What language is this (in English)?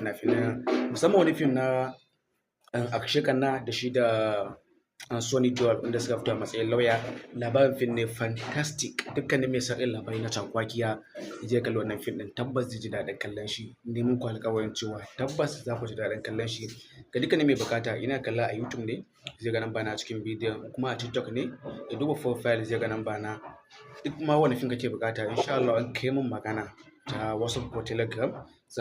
Hausa